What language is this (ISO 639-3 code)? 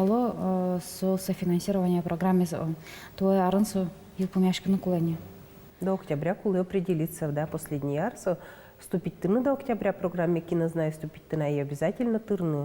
udm